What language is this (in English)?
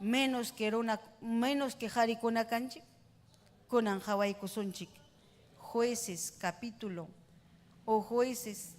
Ayacucho Quechua